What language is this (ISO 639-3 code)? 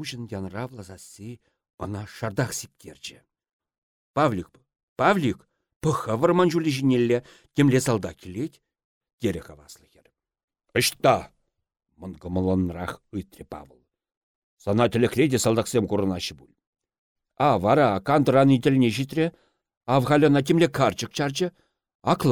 chv